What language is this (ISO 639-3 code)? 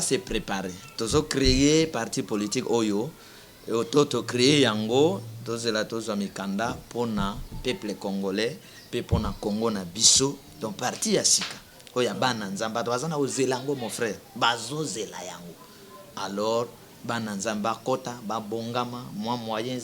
lin